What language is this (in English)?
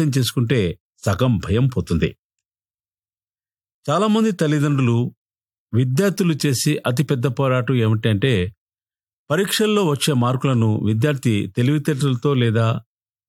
Telugu